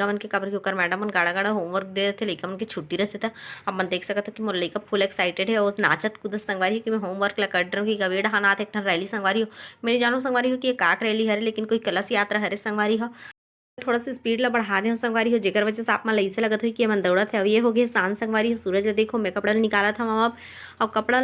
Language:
Chhattisgarhi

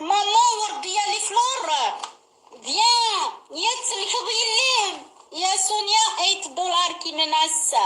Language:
Kabyle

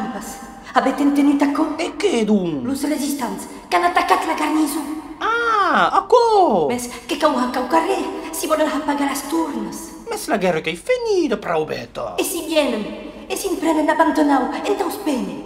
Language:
Occitan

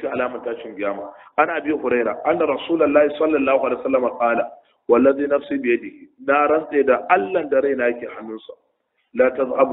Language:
Hausa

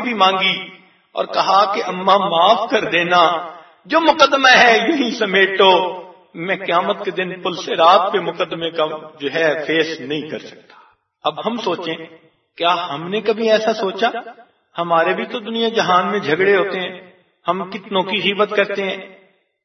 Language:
Urdu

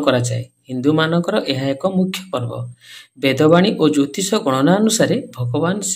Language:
Odia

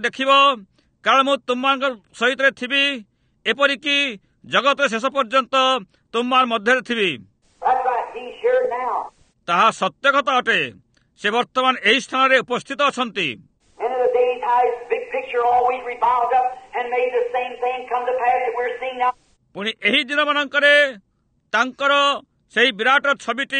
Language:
Odia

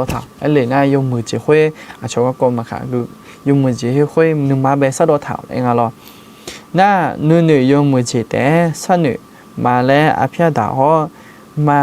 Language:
Akha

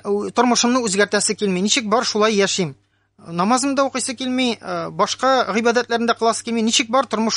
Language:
Tatar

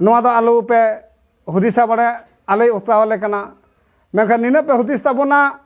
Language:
Santali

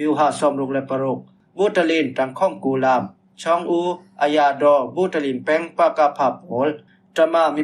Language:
Falam Chin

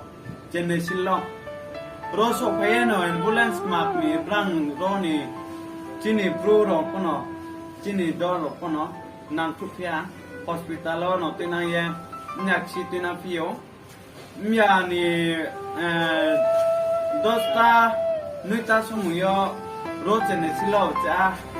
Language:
Riang (India)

